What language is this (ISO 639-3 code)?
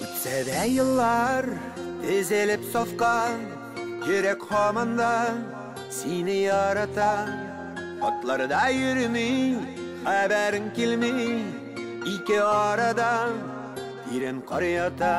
tat